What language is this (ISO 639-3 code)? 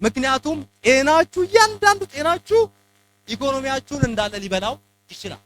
amh